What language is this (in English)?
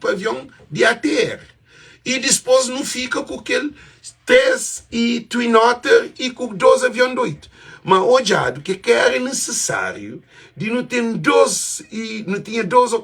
Kabuverdianu